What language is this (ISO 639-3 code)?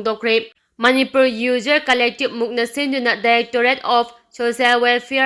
mni